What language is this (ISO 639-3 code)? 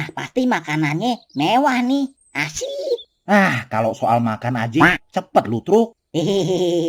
bew